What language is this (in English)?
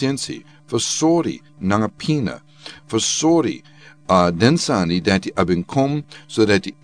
Sranan Tongo